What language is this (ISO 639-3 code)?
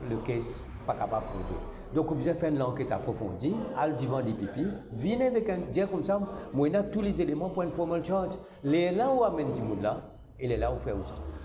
mfe